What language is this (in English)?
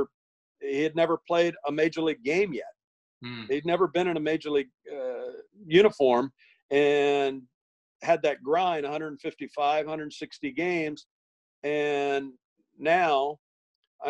English